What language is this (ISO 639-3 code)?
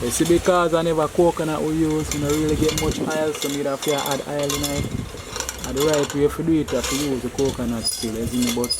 jam